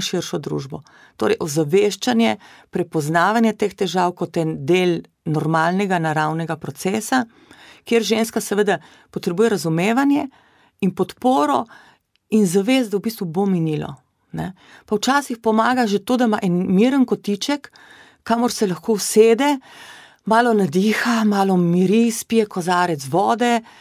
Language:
Slovenian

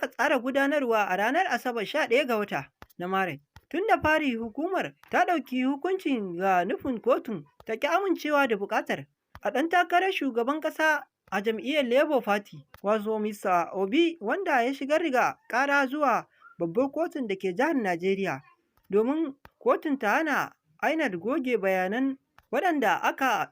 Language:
Hausa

